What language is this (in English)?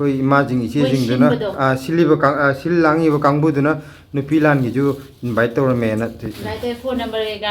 Manipuri